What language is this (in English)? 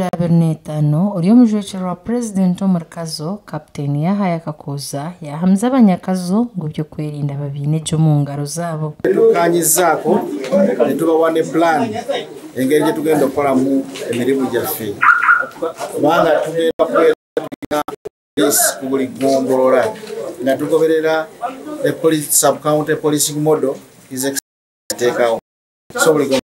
Nyankole